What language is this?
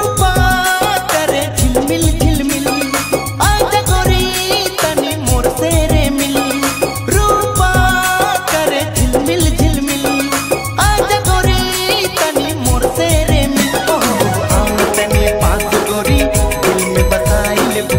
Bhojpuri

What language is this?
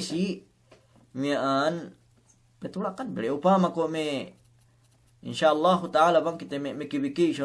Yakan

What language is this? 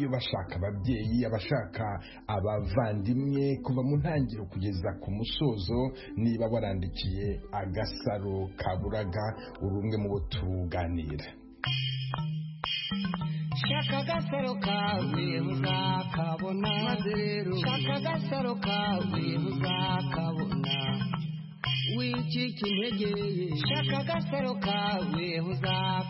Kinyarwanda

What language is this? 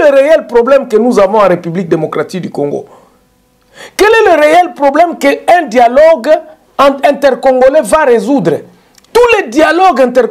French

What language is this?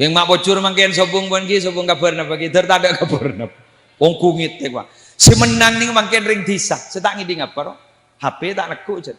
Madurese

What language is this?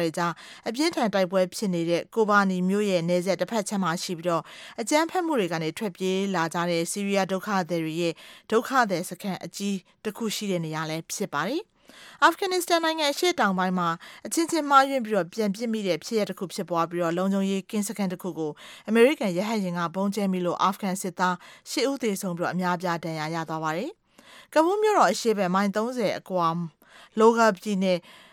Burmese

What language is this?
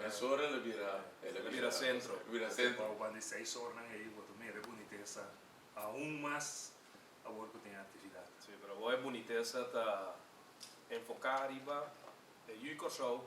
Papiamento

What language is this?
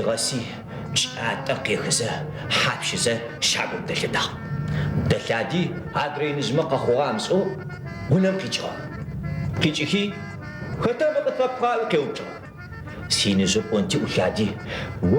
Adyghe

